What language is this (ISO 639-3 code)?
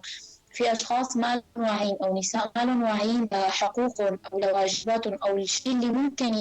apc